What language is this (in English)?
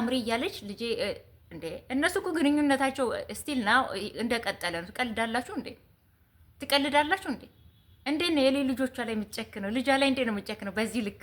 Amharic